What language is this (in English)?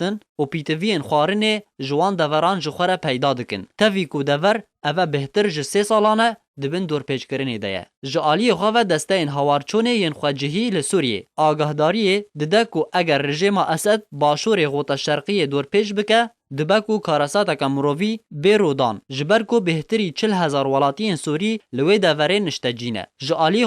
Kurdish